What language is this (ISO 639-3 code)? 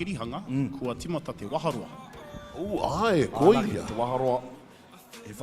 mri